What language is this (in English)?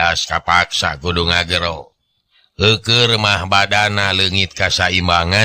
Sundanese